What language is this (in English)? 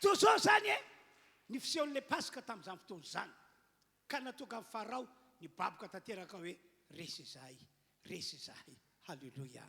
Malagasy